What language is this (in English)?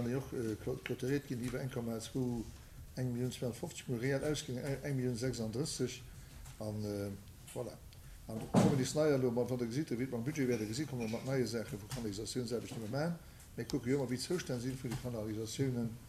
Luxembourgish